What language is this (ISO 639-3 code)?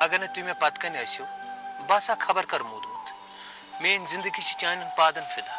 kas